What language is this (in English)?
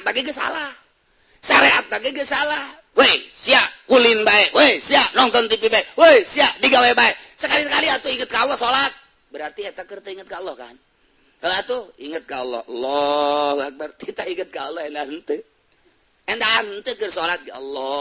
Sundanese